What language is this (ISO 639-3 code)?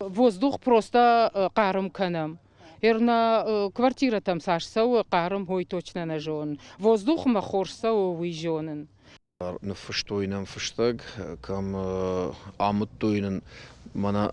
oss